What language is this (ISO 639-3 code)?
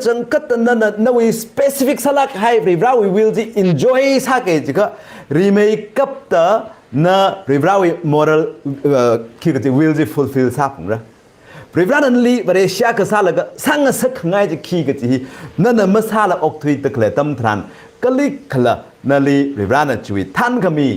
nmf